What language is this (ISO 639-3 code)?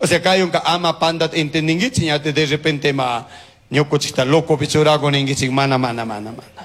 qug